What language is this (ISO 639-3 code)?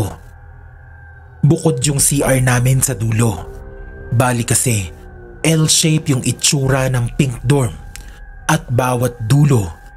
fil